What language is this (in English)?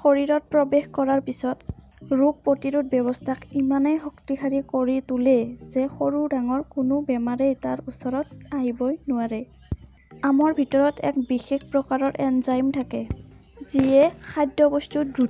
Assamese